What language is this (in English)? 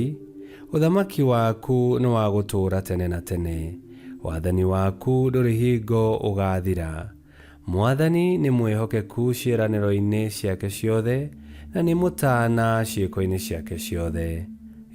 Kikuyu